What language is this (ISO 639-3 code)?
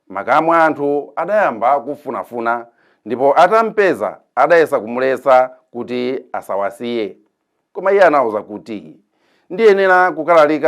nya